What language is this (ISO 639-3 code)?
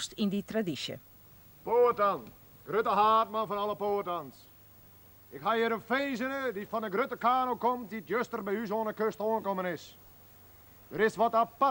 fry